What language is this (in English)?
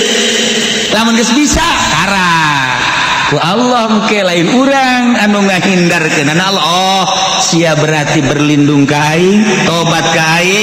Sundanese